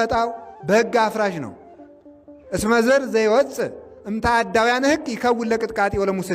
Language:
Amharic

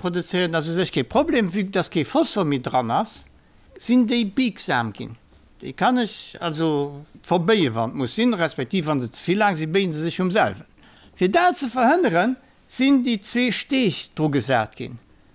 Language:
Luxembourgish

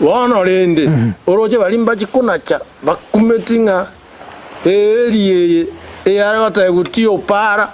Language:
Gusii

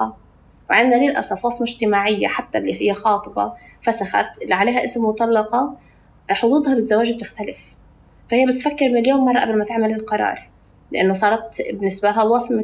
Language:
North Levantine Arabic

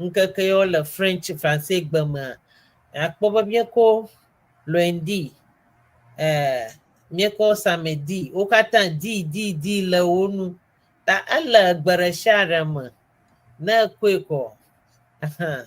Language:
Ewe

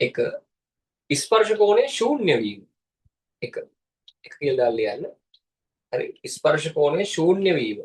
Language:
Sinhala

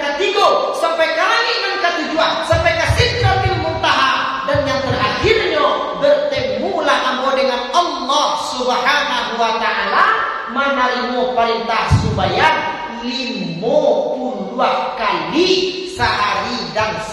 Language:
Minangkabau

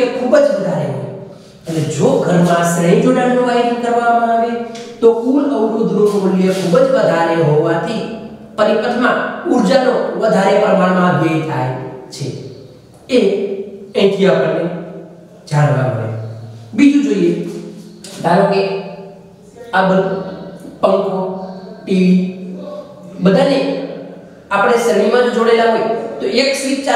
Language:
Gujarati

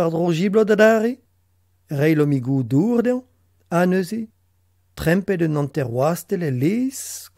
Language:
Breton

